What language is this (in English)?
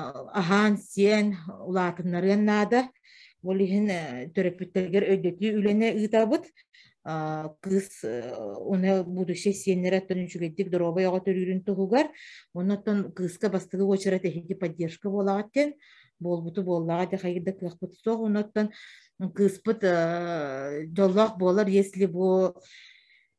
Yakut